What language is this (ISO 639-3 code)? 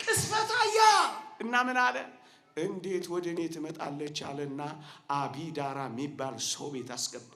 amh